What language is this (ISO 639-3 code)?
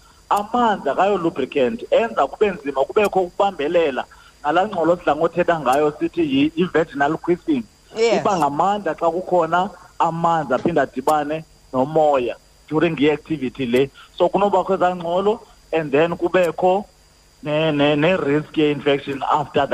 xho